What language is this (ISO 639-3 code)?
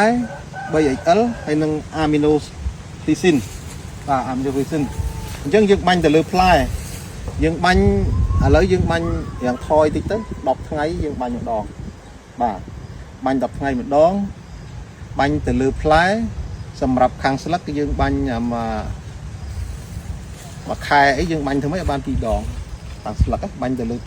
khm